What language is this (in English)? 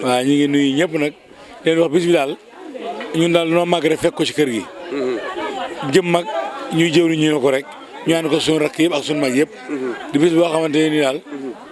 Wolof